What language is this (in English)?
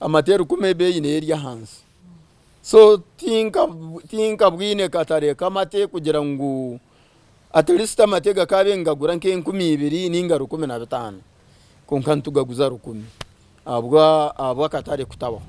Nyankole